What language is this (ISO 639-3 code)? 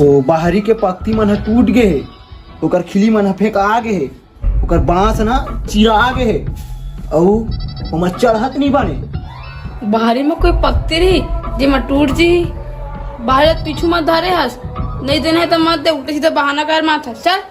hne